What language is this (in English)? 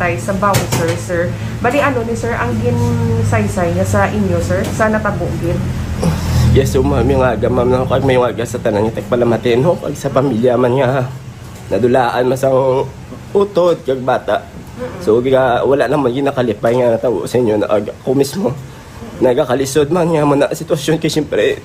Hiligaynon